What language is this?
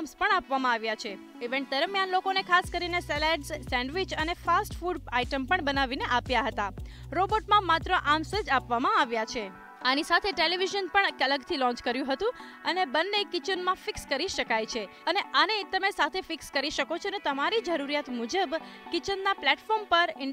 Gujarati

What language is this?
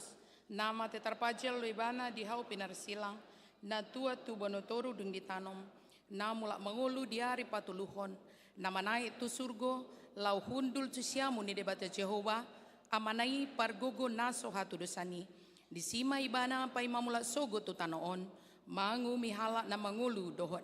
Batak Toba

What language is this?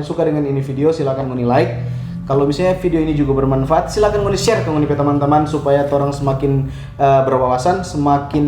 Manado Malay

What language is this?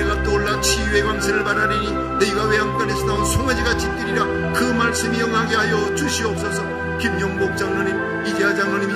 Korean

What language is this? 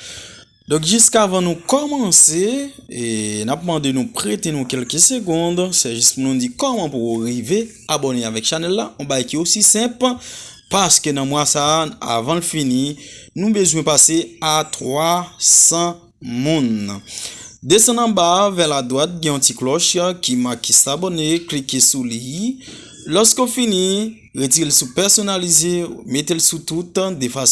Haitian Creole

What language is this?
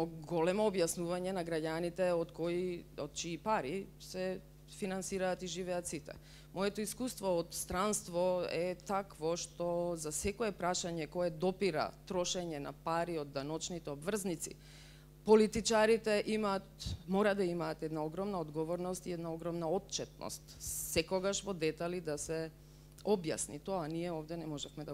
Macedonian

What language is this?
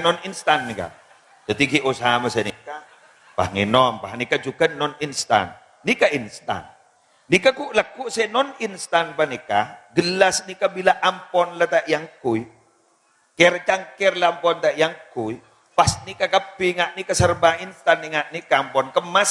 Madurese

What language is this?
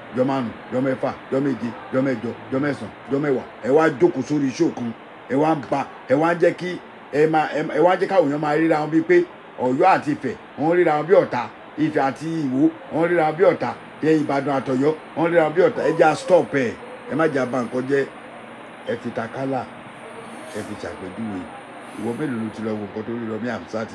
Yoruba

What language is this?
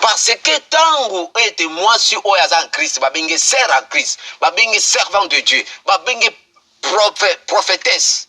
Lingala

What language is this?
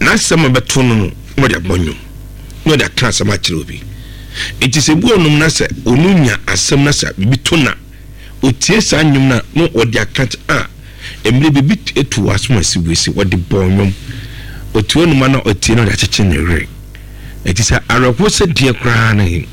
Akan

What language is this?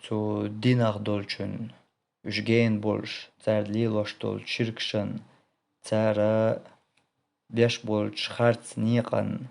Chechen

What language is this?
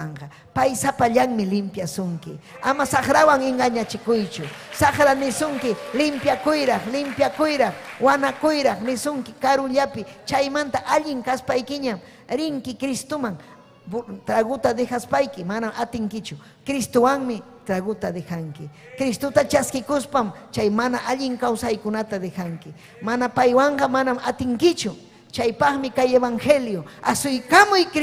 Ayacucho Quechua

